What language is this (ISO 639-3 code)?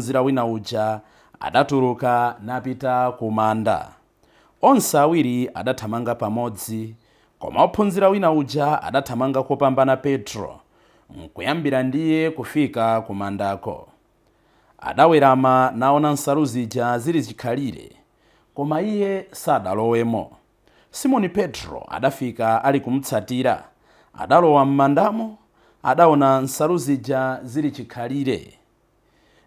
nya